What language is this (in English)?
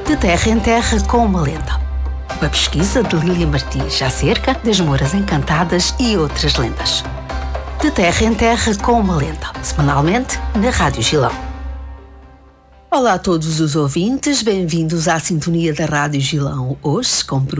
Portuguese